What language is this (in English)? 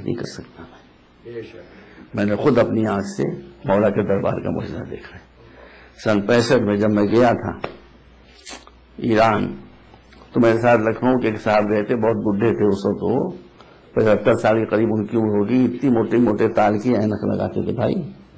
Urdu